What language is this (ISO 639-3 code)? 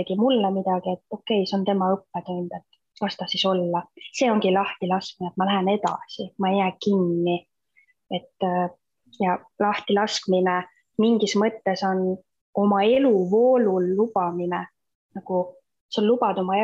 est